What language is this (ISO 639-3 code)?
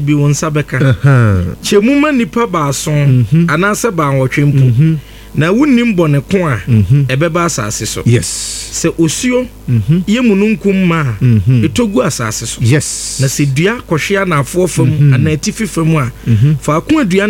aka